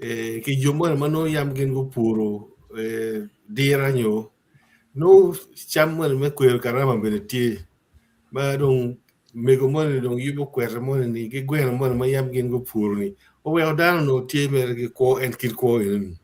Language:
Acoli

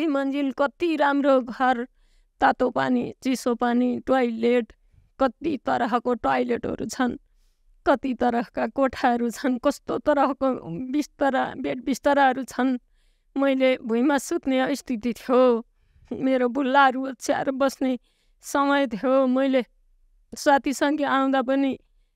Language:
Nepali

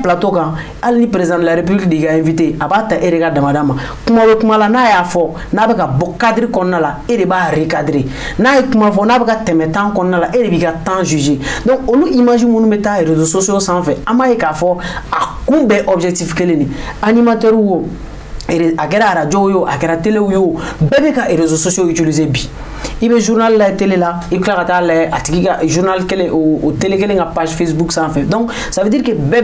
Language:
Bambara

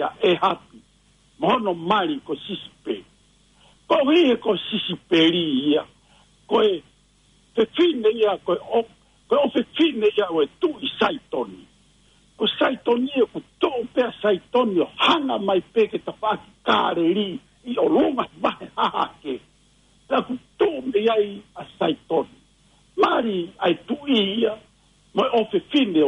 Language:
Tongan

